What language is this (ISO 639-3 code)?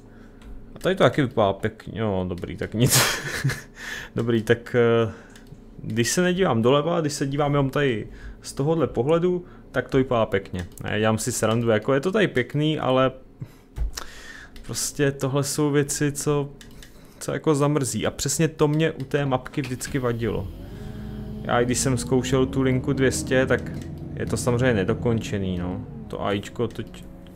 ces